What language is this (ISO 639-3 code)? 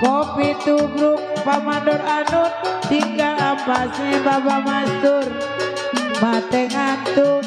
bew